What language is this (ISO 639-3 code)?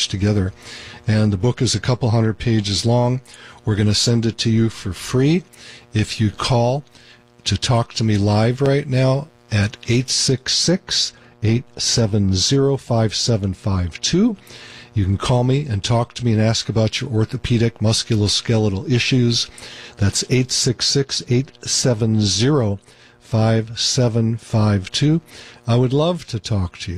eng